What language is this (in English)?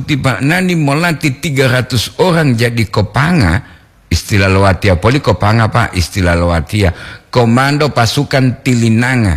Gorontalo